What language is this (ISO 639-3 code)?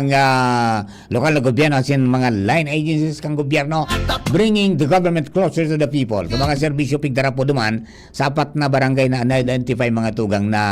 bik